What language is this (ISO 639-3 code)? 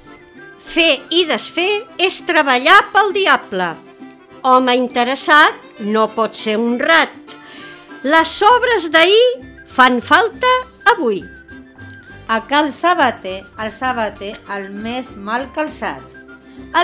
cat